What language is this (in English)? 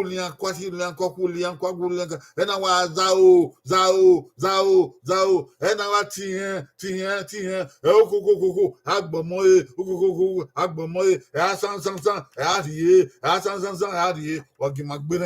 Bini